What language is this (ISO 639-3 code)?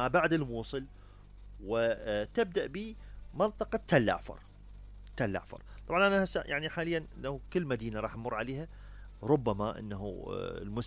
acm